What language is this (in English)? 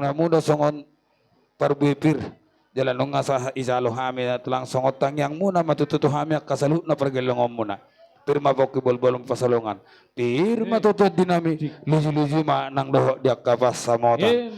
Batak Toba